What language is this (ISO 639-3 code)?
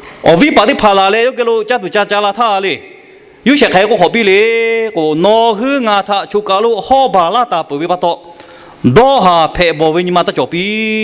lhu